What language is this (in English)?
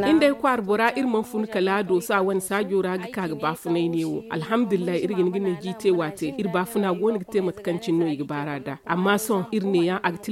Zarma